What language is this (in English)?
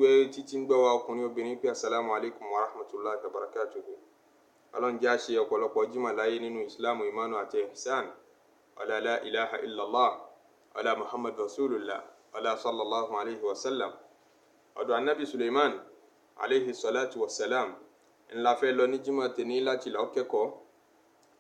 Yoruba